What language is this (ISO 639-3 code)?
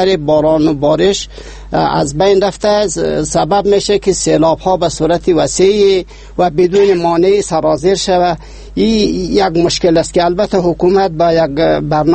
fas